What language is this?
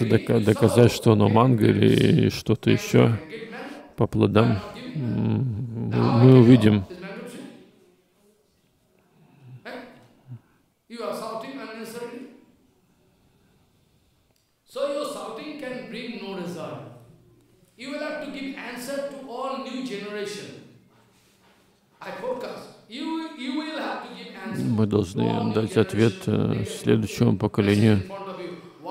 Russian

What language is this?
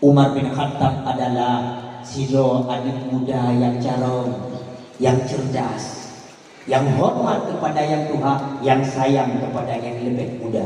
Achinese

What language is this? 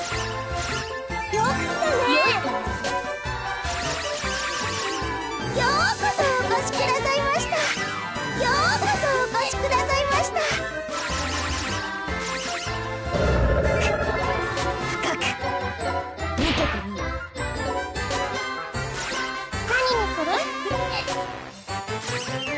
Japanese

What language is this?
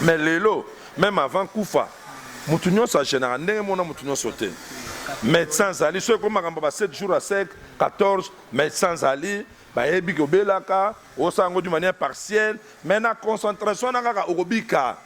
Lingala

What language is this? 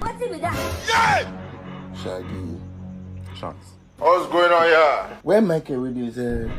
Nigerian Pidgin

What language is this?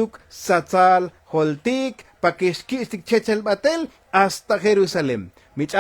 Tzotzil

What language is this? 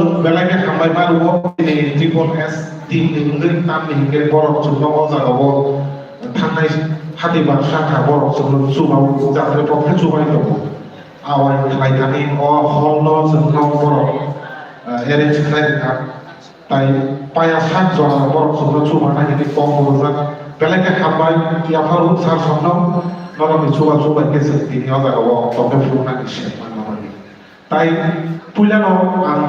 Kok Borok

